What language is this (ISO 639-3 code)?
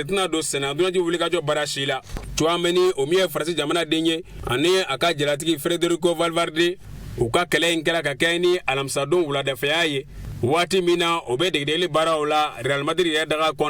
bam